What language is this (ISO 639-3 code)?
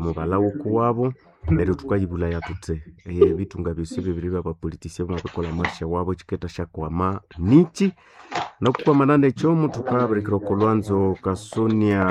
nnb